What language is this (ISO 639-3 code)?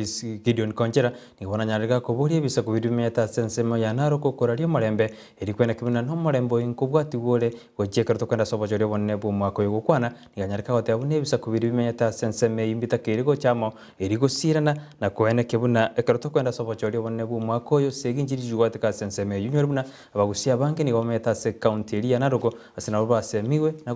guz